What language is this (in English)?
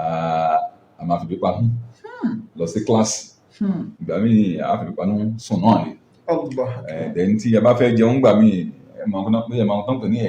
Yoruba